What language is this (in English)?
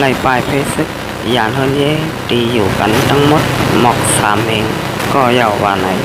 Shan